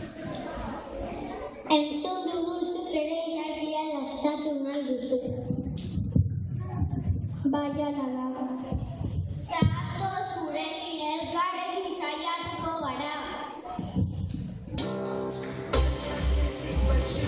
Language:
Basque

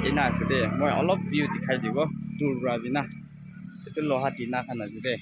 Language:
Naga Pidgin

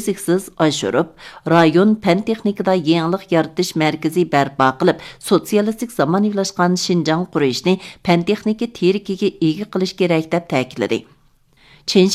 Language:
Uyghur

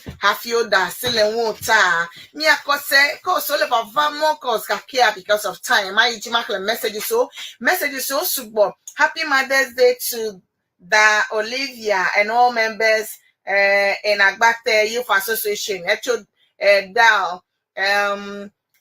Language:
Ewe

